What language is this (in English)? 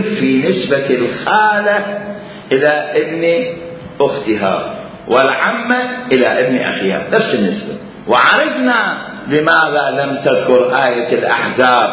Arabic